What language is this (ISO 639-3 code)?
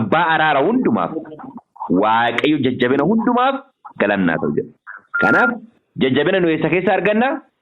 orm